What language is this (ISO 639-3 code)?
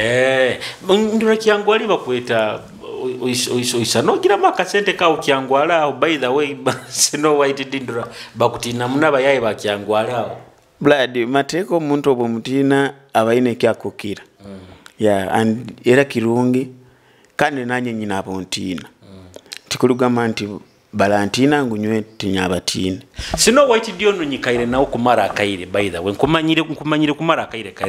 nyo